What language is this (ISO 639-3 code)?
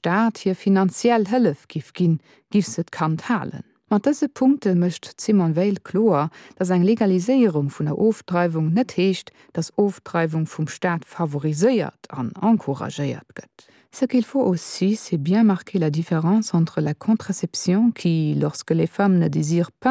ltz